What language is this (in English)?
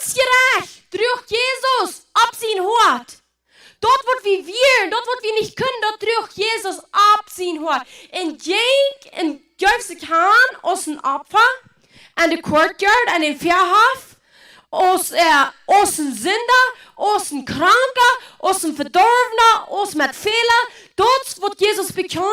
Plautdietsch